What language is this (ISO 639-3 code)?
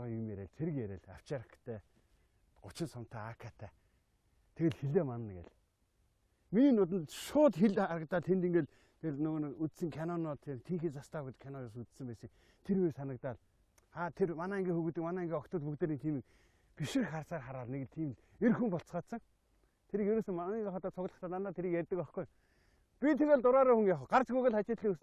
mon